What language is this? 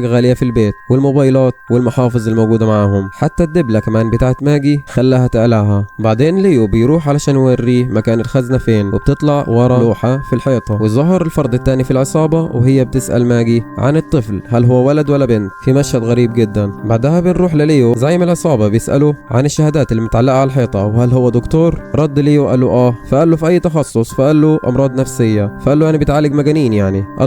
Egyptian Arabic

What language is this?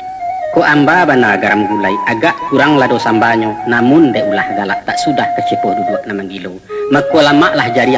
Minangkabau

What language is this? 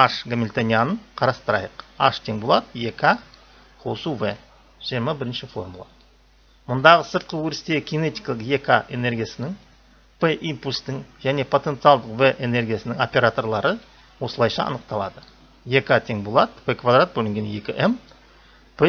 Kazakh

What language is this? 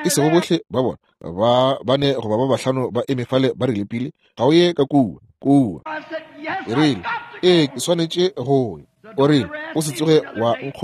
Northern Sotho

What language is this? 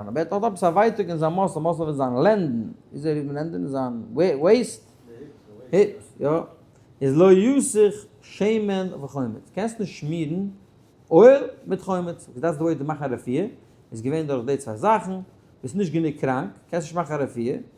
Yiddish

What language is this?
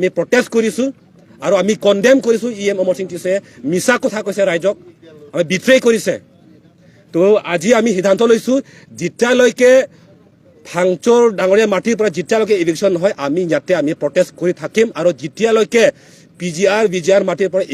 Karbi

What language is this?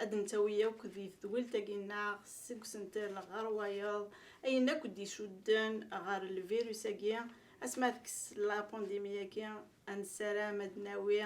Kabyle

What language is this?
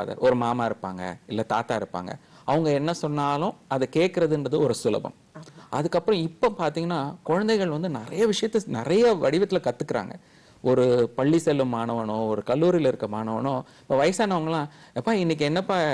Tamil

